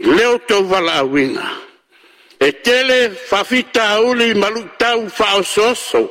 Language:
Samoan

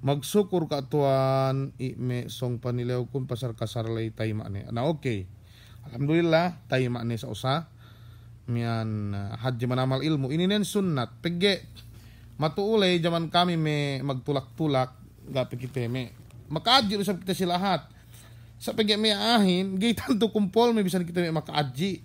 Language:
Yakan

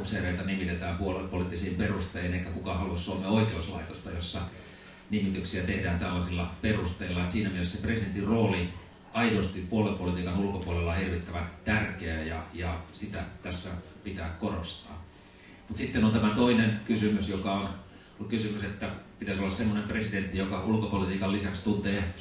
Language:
Finnish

